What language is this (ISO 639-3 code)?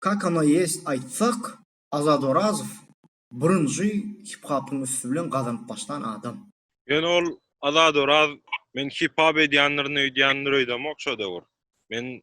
tuk